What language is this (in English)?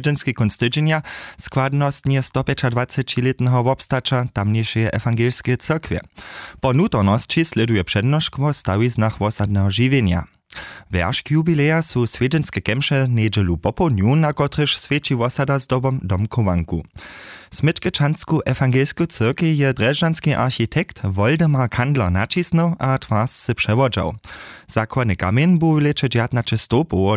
Upper Sorbian